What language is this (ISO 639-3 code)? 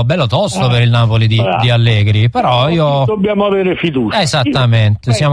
ita